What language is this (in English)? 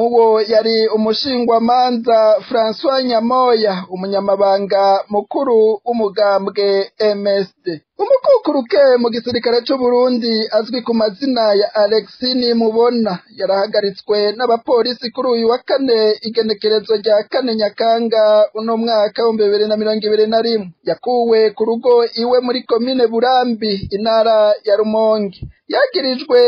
Rundi